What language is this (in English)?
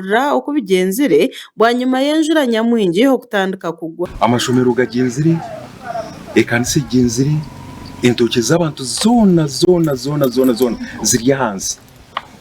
Nyankole